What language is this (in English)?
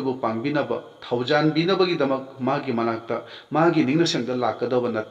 Manipuri